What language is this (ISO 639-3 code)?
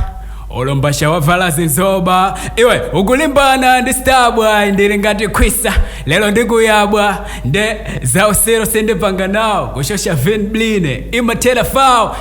nya